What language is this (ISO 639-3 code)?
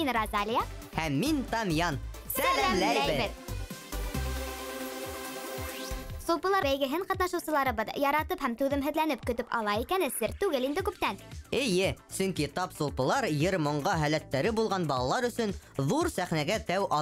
bak